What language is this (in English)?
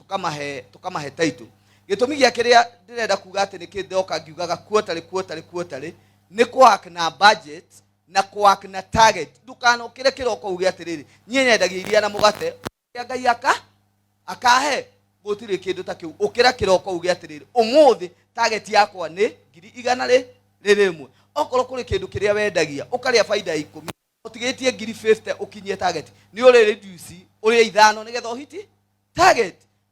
Kikuyu